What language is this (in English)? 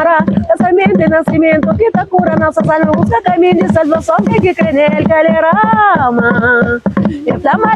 Kabuverdianu